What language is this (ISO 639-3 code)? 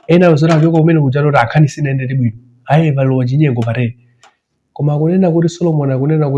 nya